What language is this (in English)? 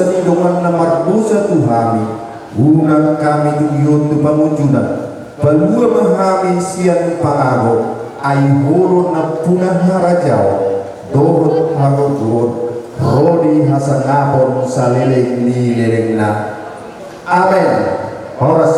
Batak Toba